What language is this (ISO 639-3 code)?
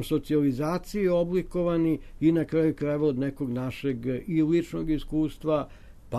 srp